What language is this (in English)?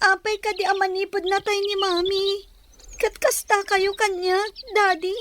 Iloko